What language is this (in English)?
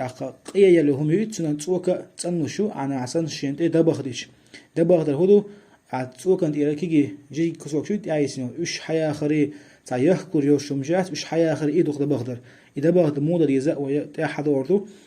Chechen